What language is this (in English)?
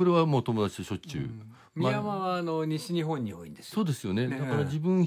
Japanese